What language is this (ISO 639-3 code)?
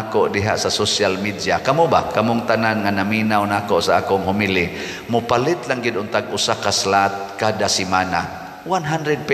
ceb